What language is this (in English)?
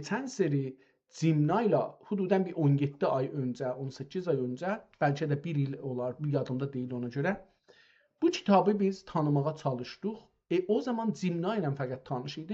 South Azerbaijani